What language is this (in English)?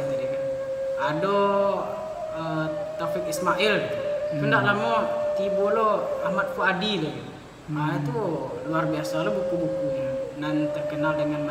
Minangkabau